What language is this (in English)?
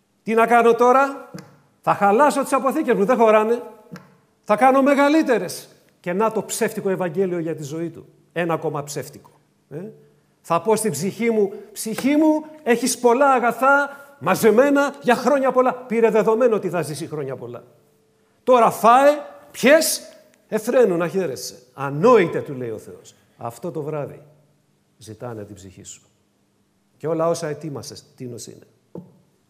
Greek